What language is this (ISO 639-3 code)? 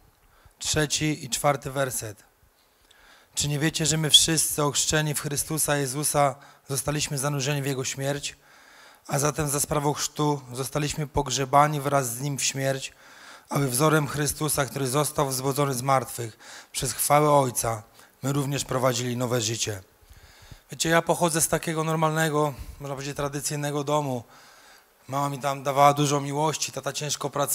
pol